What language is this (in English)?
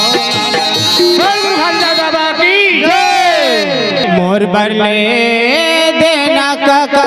Chhattisgarhi